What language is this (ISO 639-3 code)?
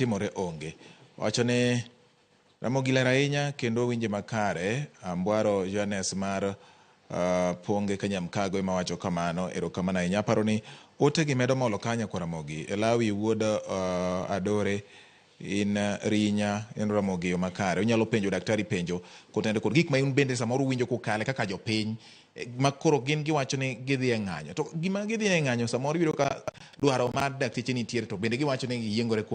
luo